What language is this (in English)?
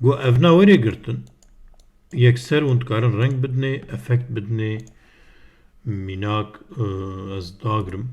Kurdish